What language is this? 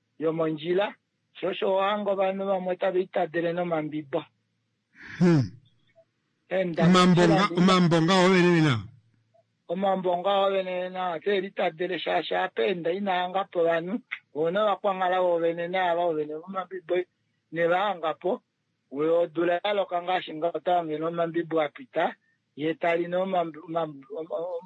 Kuanyama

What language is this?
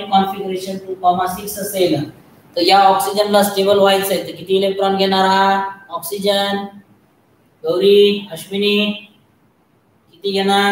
Marathi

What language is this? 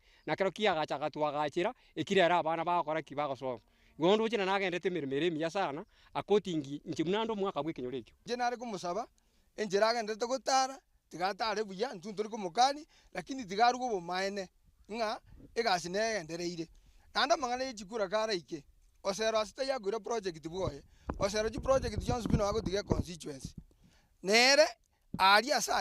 Gusii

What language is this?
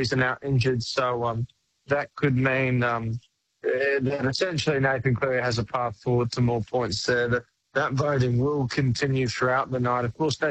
English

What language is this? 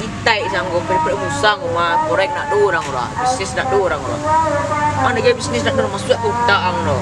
Minangkabau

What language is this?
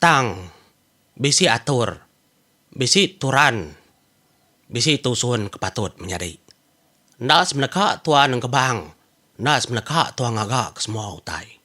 Iban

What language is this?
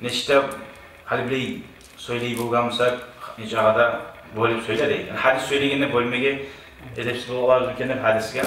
Kumyk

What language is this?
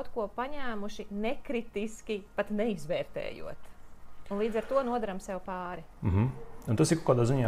Latvian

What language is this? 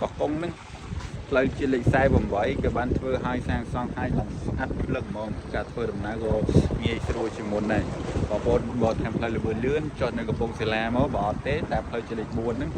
Khmer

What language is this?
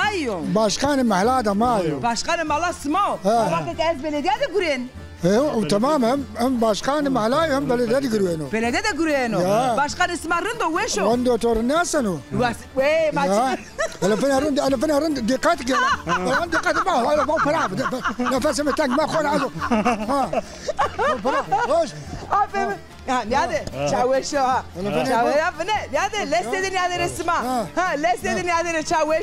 Zaza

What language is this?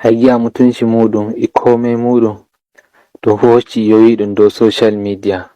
Fula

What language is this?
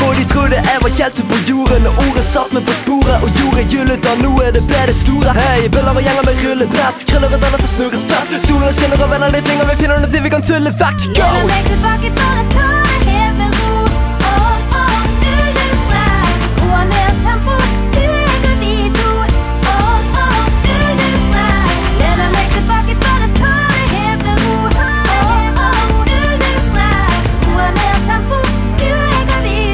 Norwegian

